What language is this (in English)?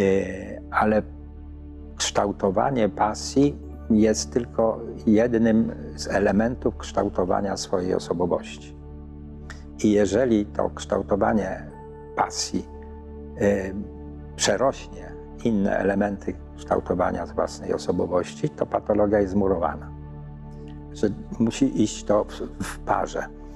Polish